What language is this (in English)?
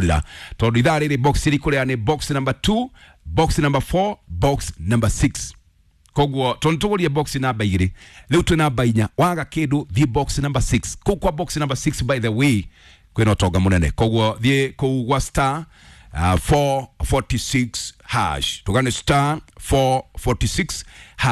Kikuyu